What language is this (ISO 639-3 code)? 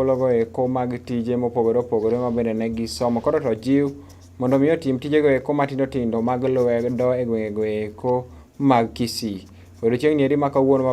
luo